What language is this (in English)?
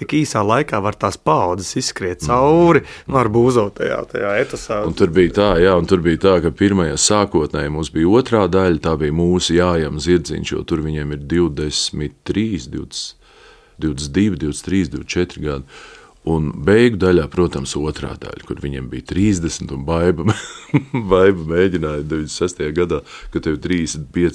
Latvian